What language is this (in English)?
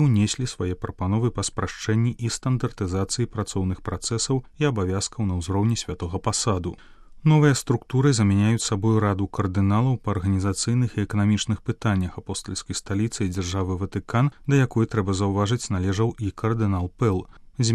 Belarusian